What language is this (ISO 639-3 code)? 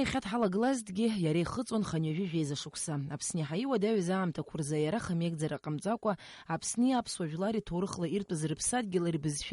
abk